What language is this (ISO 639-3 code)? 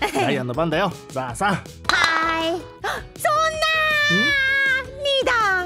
jpn